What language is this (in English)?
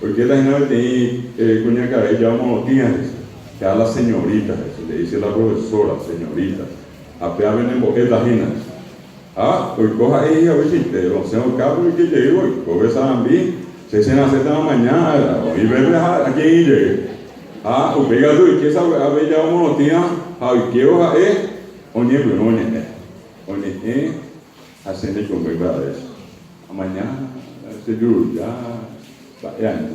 Guarani